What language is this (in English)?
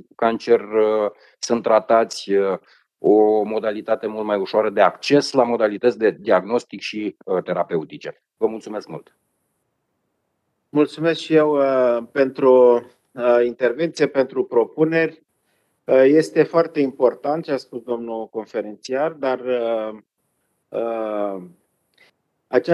Romanian